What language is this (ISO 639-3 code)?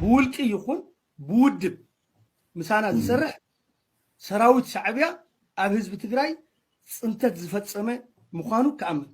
tir